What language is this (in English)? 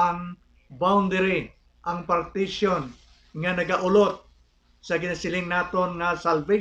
Hiligaynon